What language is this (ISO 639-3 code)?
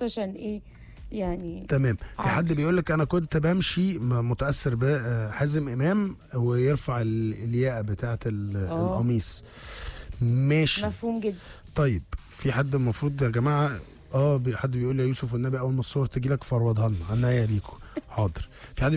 arz